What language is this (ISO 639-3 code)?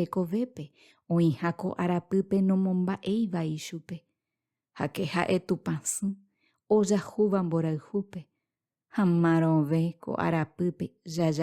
grn